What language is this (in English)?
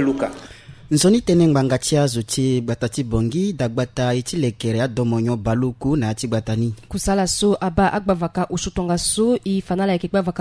Sango